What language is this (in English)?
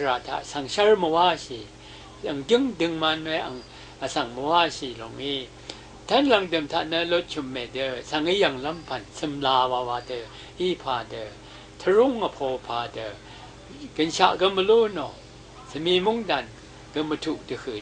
Rawang